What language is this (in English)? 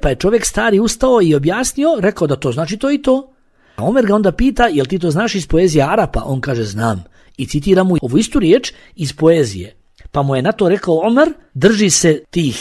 Bosnian